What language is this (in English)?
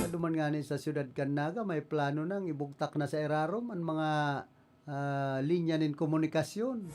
Bikol